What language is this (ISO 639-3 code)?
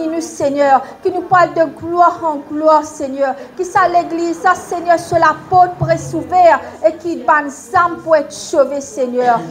mfe